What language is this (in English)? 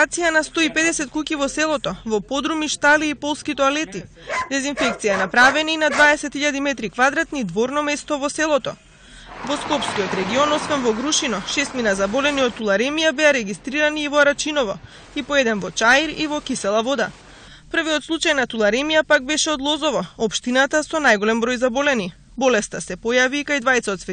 Macedonian